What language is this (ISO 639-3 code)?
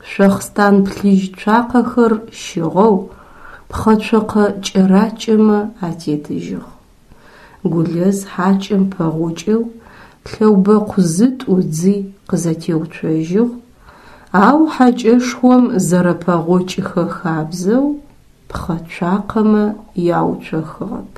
ady